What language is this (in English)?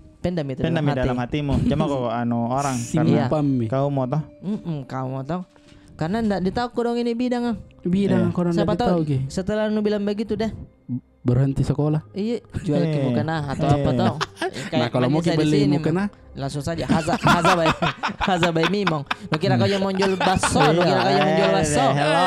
Makassar Malay